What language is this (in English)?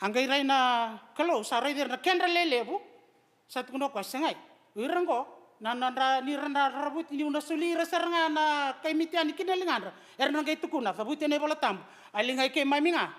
Fijian